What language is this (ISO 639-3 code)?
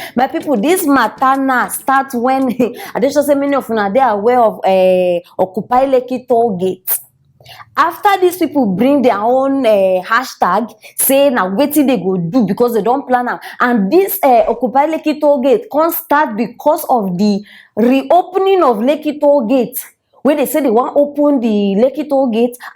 pcm